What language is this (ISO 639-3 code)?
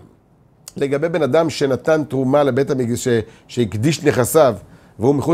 heb